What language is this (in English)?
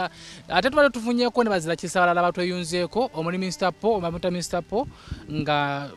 Ganda